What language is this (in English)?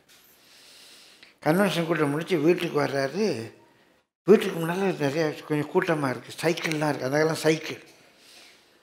Tamil